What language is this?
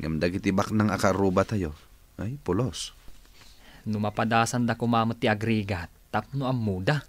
Iloko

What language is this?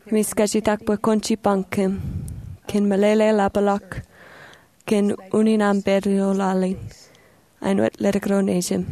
Marshallese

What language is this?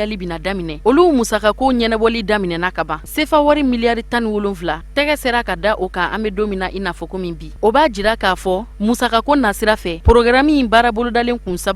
Bambara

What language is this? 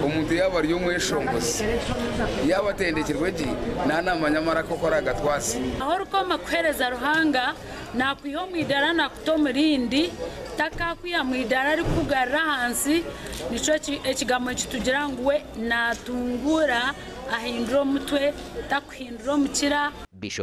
Nyankole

